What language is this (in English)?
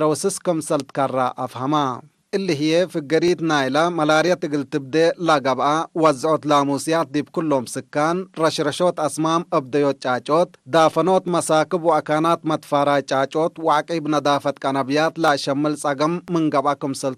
Tigre